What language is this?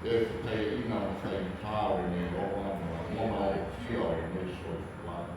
Samoan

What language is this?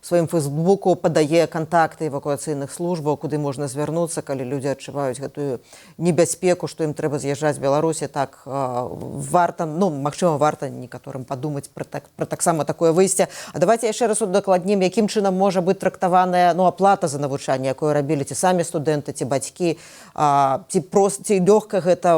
Belarusian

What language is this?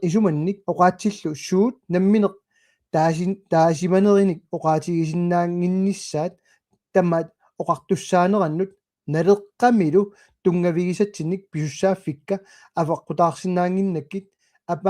Kalaallisut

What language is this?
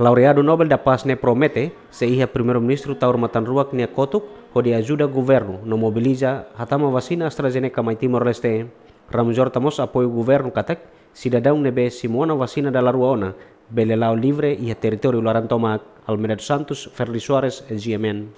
Tetum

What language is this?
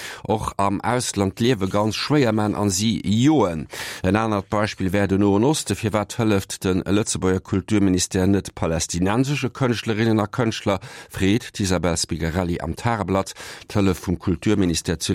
Luxembourgish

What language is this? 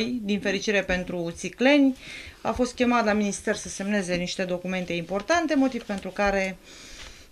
Romanian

